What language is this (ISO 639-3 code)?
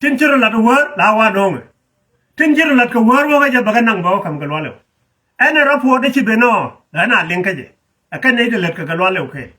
nus